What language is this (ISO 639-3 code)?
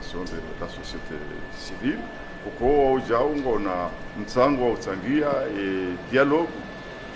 zdj